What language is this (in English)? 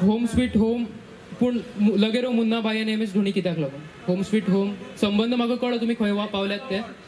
Konkani